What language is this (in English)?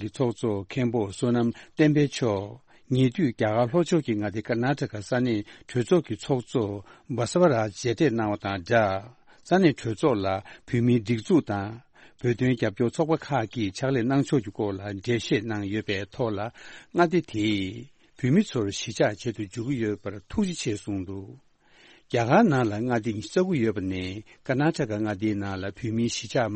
Tibetan